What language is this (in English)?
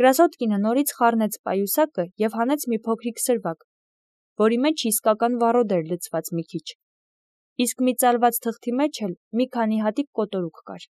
Armenian